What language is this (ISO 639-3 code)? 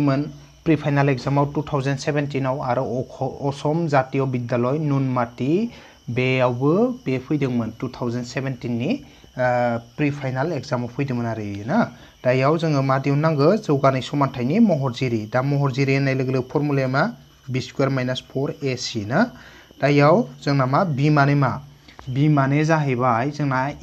brx